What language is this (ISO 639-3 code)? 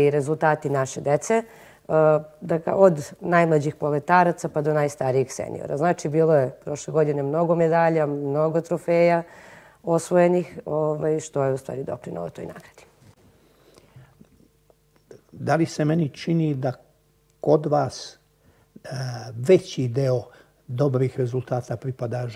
srp